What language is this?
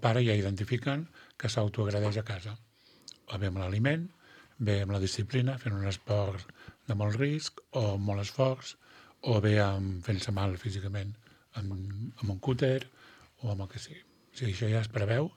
Catalan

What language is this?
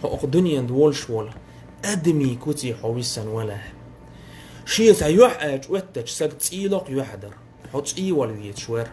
Chechen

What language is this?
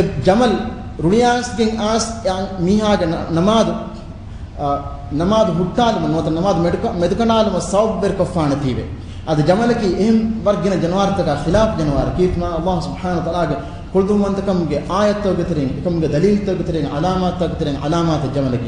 Divehi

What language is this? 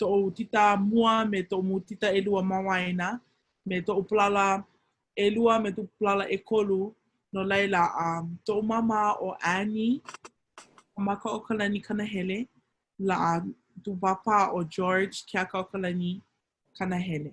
Hawaiian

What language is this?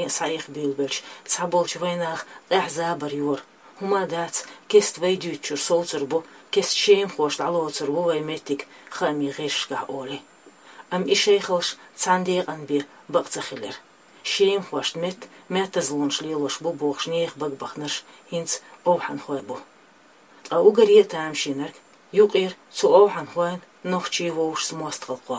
Chechen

